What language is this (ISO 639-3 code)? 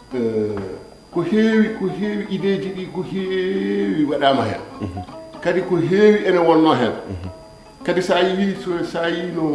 ful